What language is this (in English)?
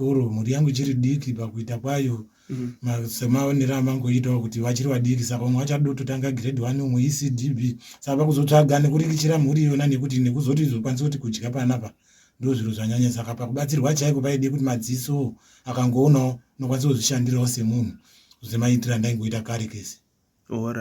Shona